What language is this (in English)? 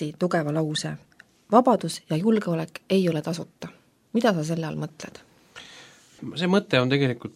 Estonian